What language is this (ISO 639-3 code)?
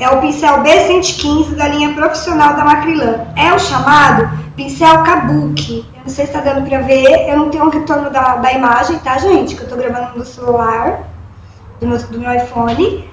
por